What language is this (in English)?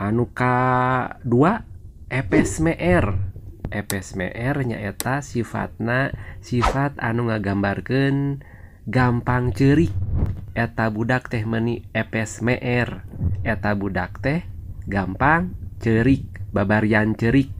Sundanese